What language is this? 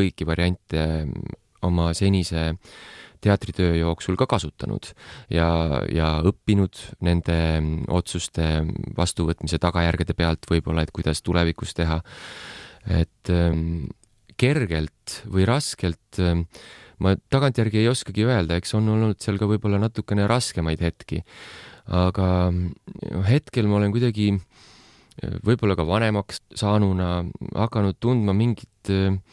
Estonian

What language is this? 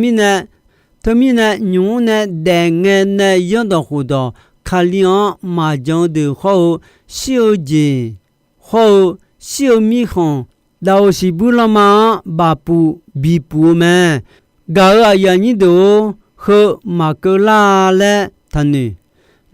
Akha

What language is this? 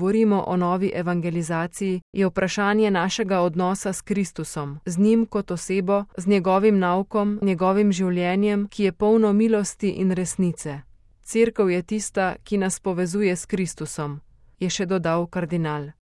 Slovenian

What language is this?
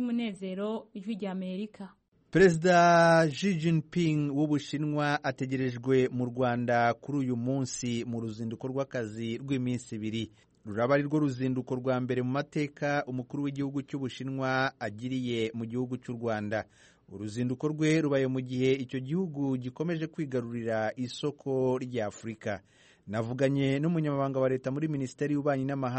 Kinyarwanda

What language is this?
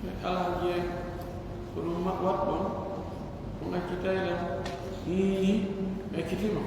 Pular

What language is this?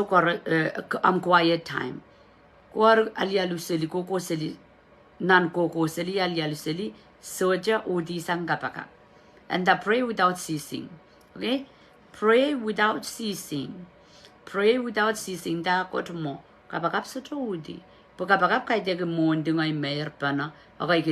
Pohnpeian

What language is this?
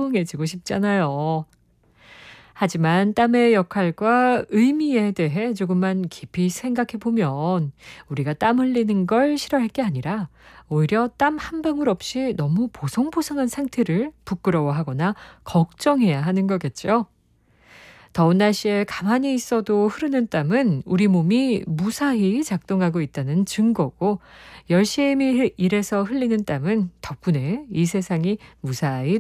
Korean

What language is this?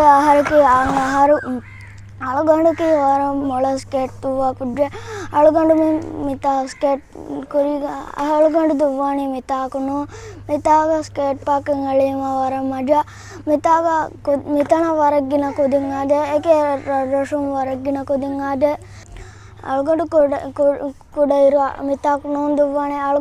Divehi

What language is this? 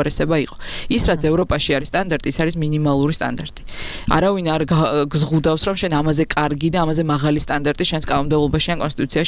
Georgian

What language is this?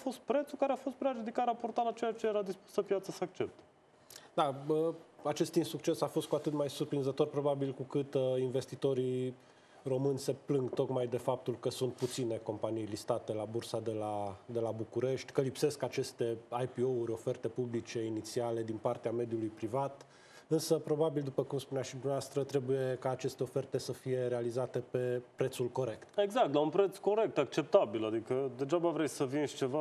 Romanian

